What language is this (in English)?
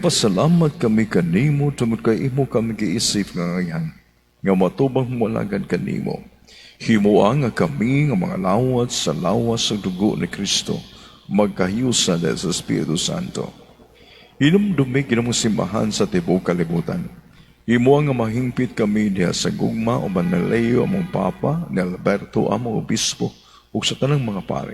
Cebuano